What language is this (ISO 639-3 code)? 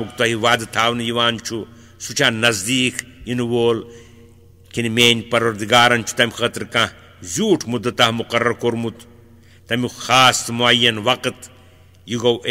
kas